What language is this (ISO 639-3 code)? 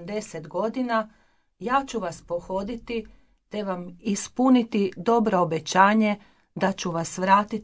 hrv